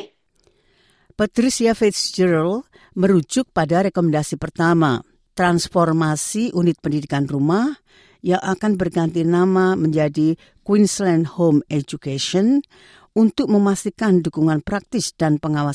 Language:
Indonesian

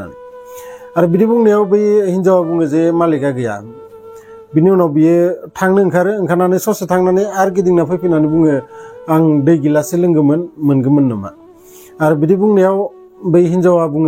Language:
Bodo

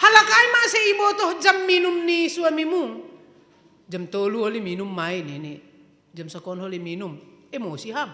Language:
Batak Simalungun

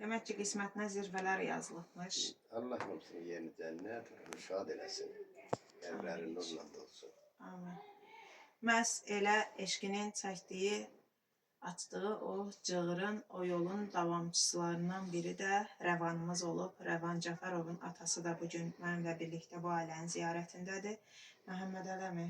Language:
Azerbaijani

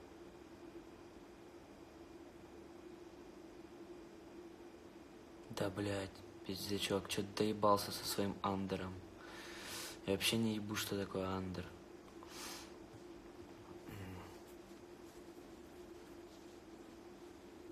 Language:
Russian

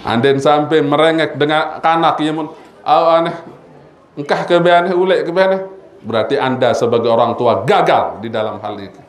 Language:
Sasak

